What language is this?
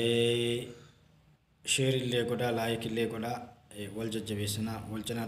Oromo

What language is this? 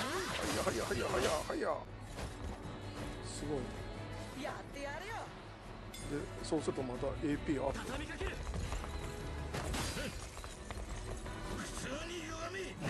Japanese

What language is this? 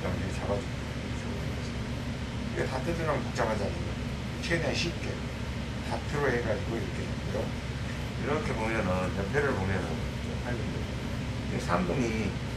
Korean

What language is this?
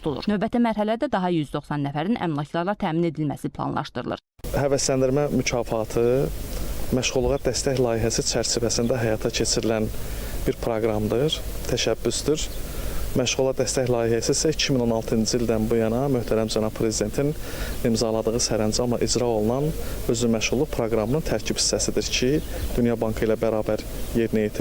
Azerbaijani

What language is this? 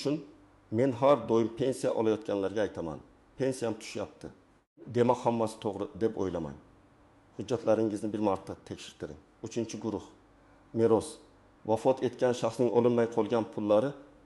Uzbek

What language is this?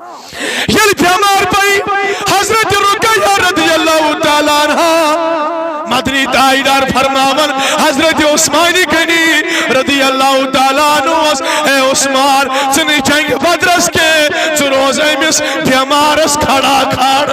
Kashmiri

